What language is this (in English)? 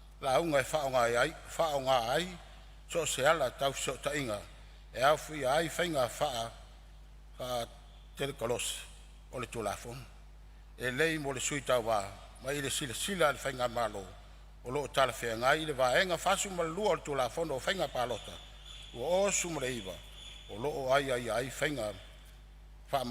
Samoan